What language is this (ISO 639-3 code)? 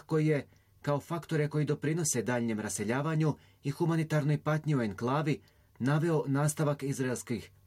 bos